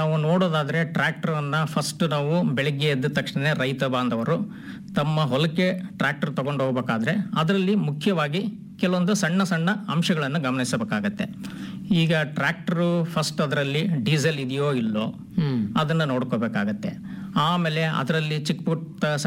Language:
Kannada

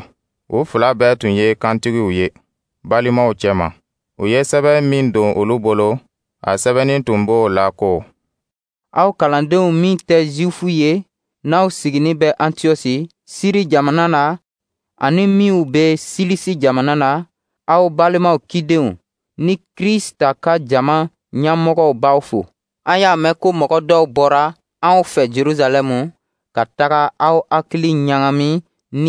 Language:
Dyula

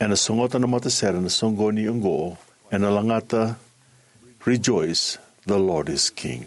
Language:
Fijian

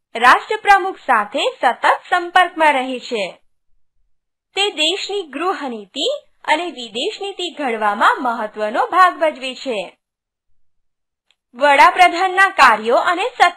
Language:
Gujarati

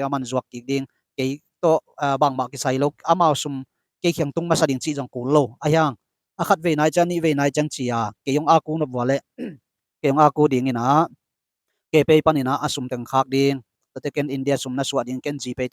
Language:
Tedim Chin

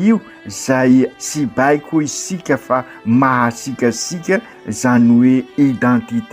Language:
Malagasy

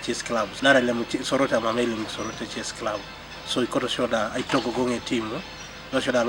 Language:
Teso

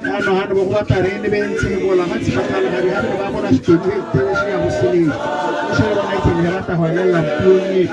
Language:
Tswana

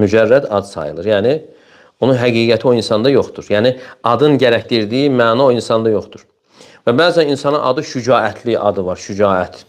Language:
Azerbaijani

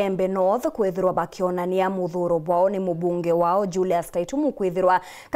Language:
Meru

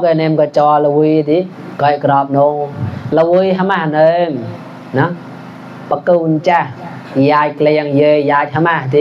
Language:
Mon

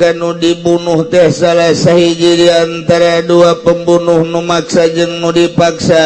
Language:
Sundanese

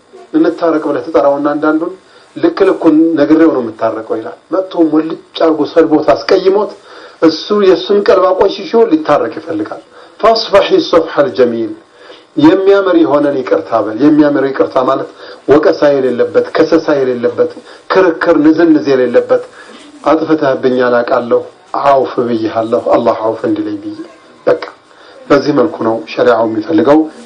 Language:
Amharic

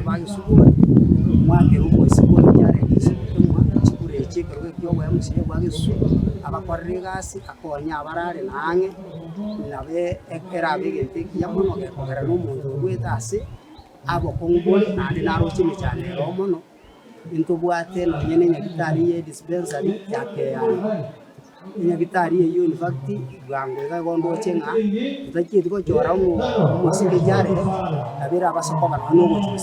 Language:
Gusii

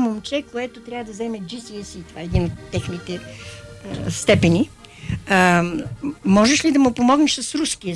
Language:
Bulgarian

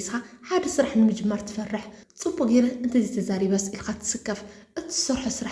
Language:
Tigrinya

